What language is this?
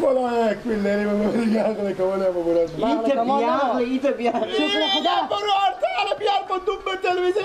Persian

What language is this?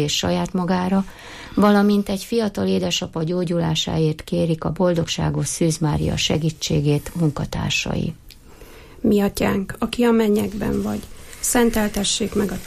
Hungarian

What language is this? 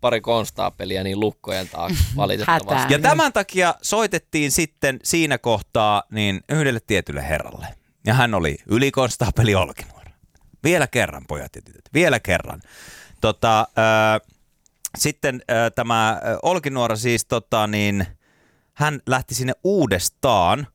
Finnish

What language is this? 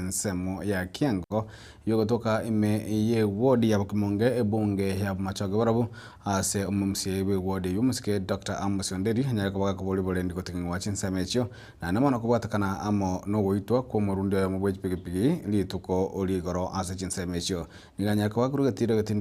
Gusii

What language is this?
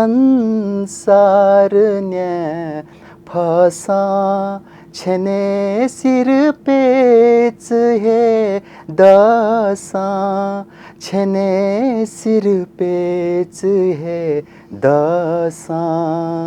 Newari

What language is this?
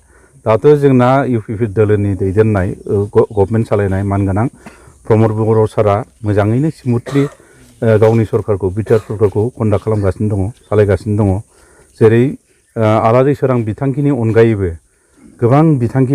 Bodo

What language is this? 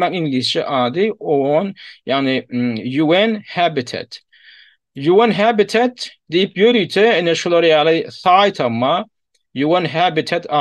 Turkmen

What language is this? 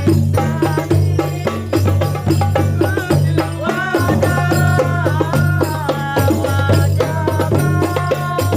Betawi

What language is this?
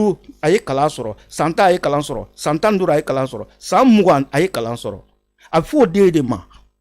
Bambara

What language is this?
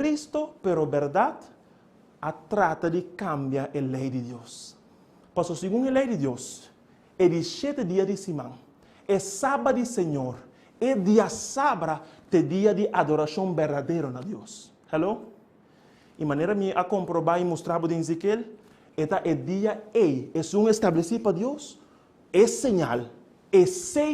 Papiamento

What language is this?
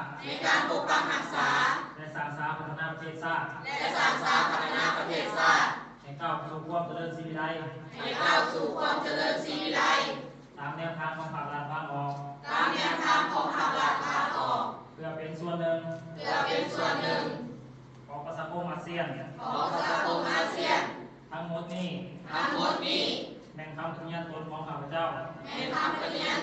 Lao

